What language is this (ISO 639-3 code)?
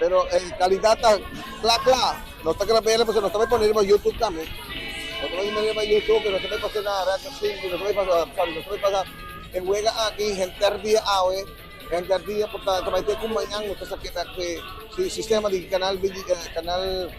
pap